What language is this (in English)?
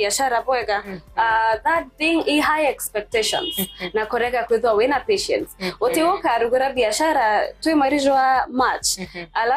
Meru